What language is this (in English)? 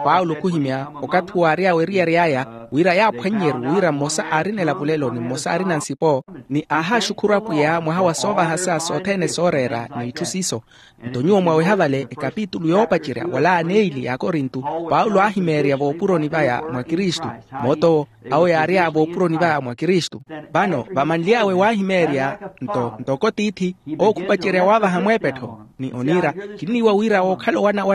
Makhuwa